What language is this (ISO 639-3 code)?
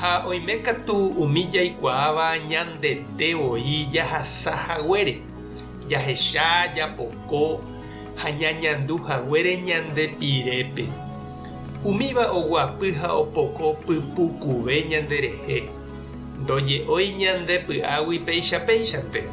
grn